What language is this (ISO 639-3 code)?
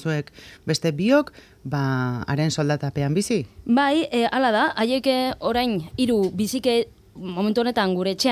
eus